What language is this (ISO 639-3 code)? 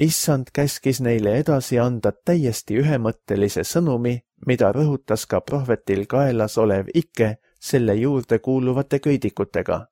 est